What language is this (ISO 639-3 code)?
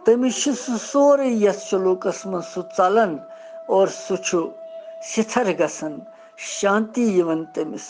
kas